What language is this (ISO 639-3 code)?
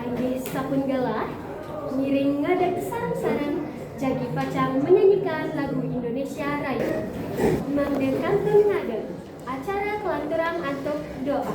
ban